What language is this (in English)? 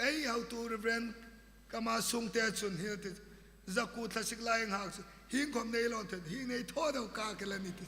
Hmar